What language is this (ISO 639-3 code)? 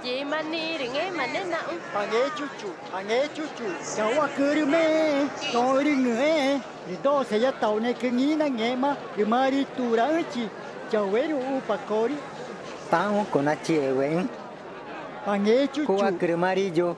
tca